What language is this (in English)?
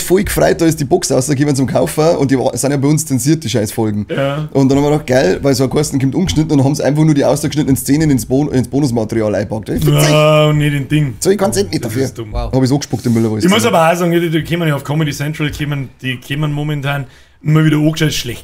Bavarian